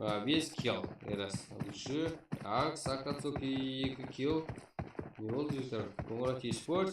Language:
Kara-Kalpak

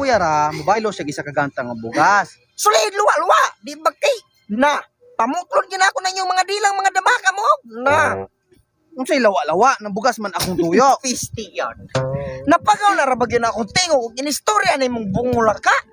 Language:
Cebuano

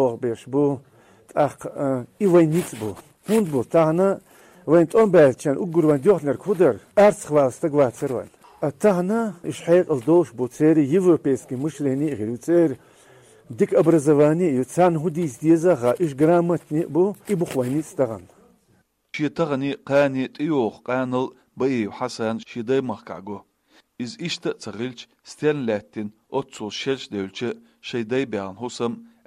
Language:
Chechen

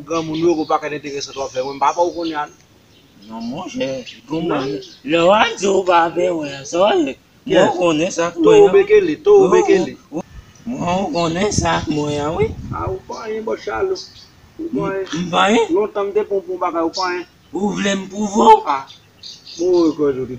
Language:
Haitian Creole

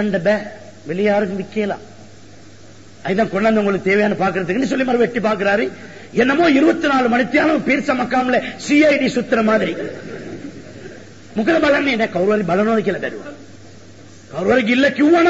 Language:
Tamil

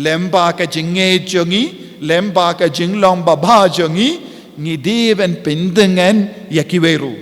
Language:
Khasi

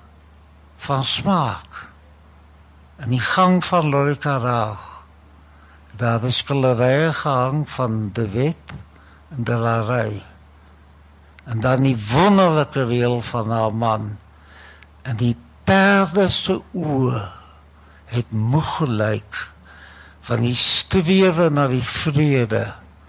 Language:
Afrikaans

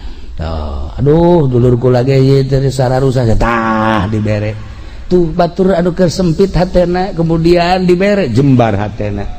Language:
Sundanese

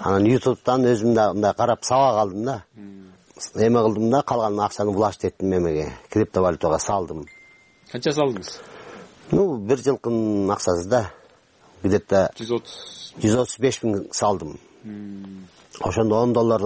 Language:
Kyrgyz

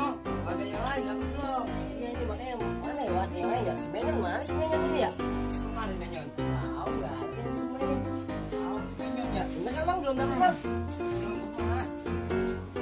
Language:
Betawi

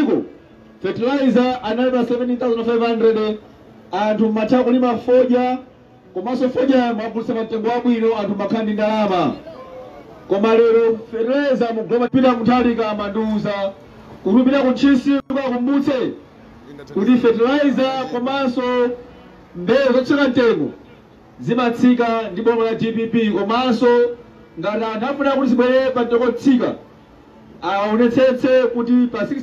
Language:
Nyanja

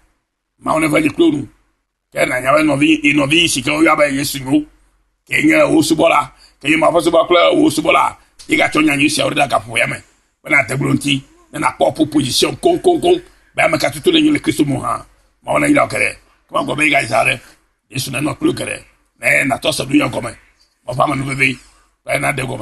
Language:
Ewe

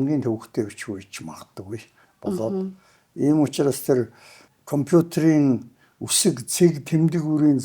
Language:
Mongolian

